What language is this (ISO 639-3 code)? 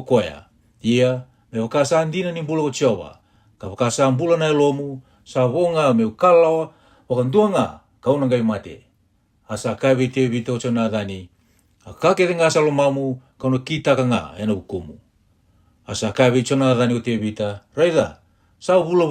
fij